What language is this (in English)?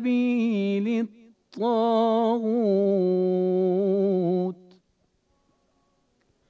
Bangla